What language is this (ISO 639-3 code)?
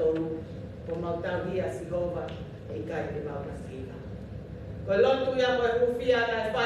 ton